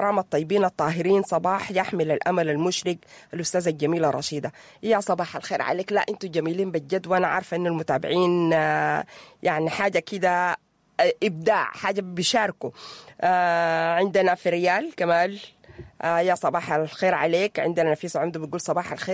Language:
Sudanese Arabic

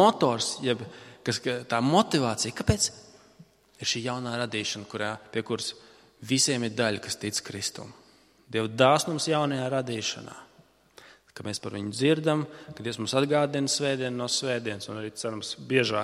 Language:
Latvian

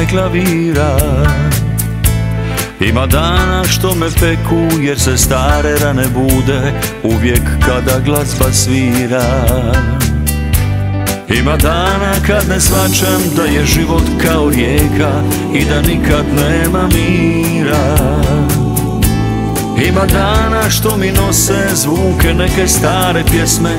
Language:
Croatian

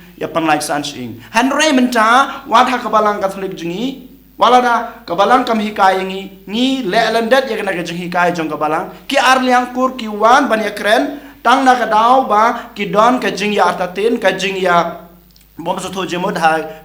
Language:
Khasi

